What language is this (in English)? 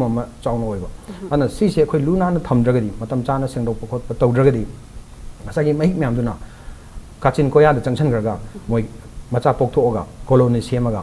Manipuri